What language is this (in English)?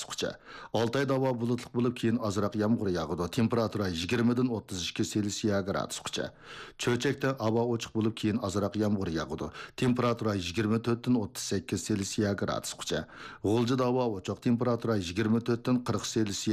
Uyghur